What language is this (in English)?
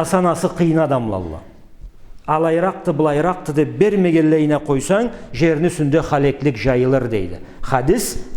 Karachay-Balkar